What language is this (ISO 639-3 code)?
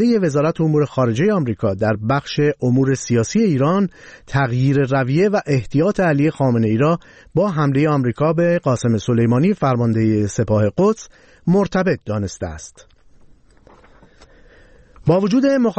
fas